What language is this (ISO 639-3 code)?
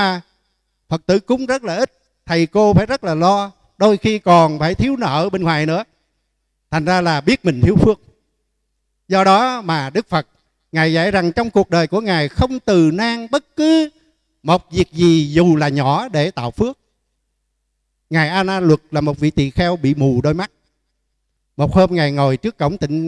vie